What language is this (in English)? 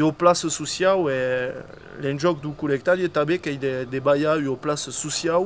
Occitan